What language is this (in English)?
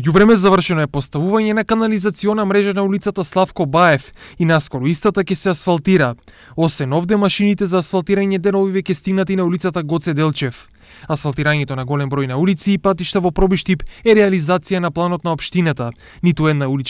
Macedonian